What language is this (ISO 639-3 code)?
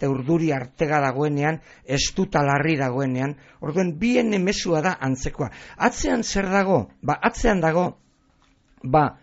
eus